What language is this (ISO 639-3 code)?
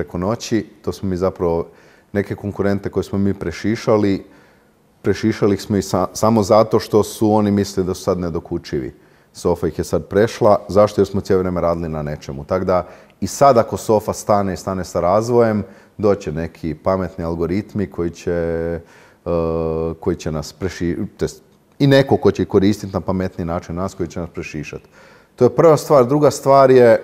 hrv